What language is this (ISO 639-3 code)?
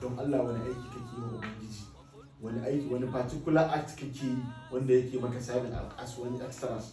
hau